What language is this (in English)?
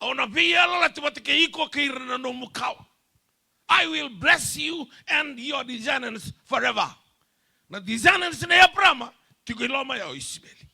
Fijian